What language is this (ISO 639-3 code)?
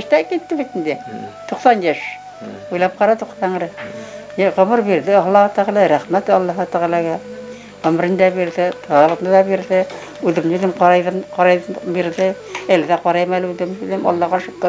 bak